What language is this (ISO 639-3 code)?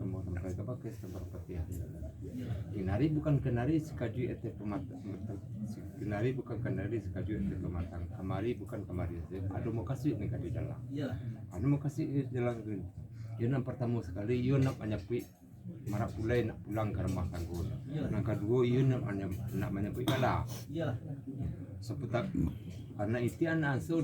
min